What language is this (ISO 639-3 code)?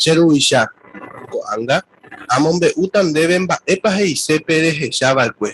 grn